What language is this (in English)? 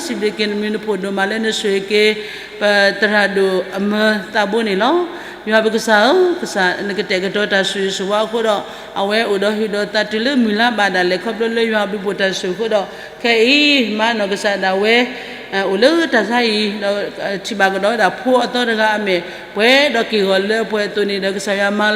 S'gaw Karen